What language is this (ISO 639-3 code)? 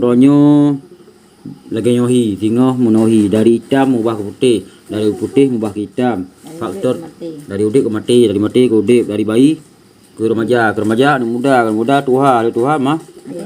ace